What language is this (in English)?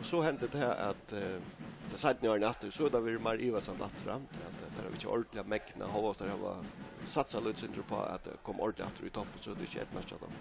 Faroese